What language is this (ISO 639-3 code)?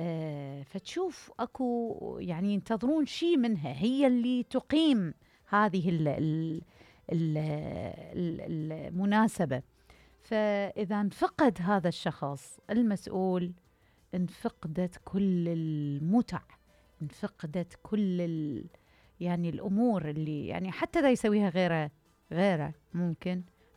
acm